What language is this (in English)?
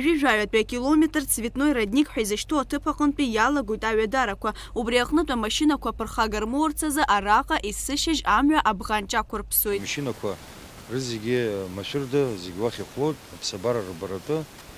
Abkhazian